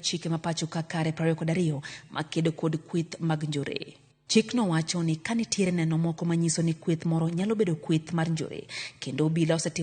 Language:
Luo (Kenya and Tanzania)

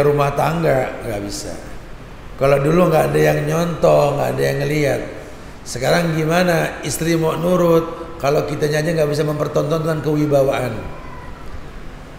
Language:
Indonesian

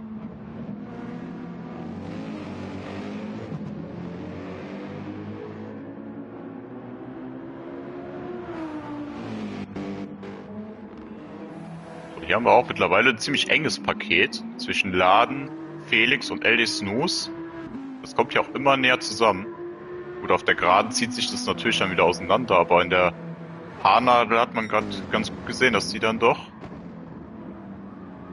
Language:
German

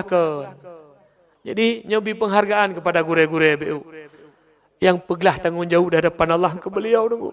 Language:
Achinese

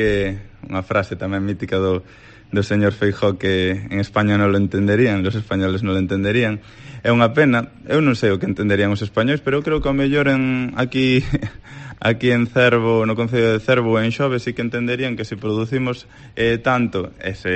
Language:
Galician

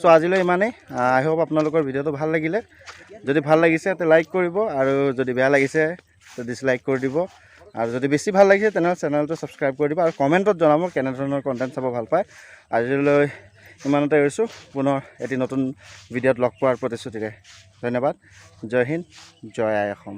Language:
Assamese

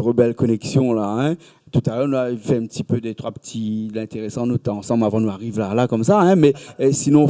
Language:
Réunion Creole French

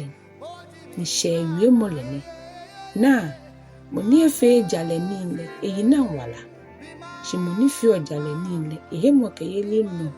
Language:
Ga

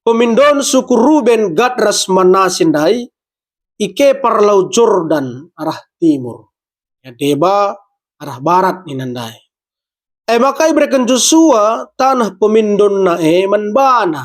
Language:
Batak Karo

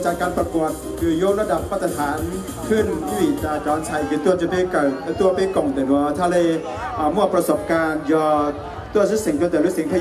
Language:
Hmong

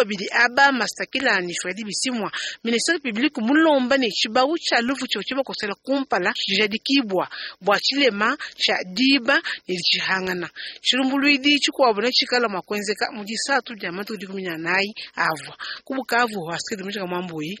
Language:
Luba-Lulua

